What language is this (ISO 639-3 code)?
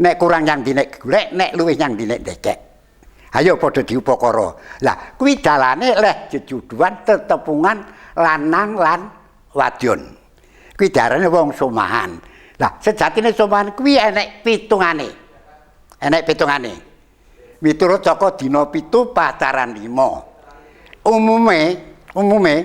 jav